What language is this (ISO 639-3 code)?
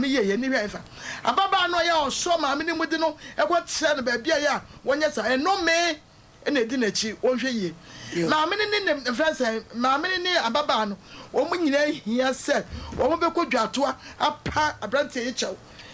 aka